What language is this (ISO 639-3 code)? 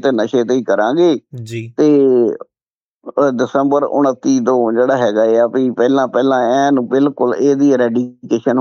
pan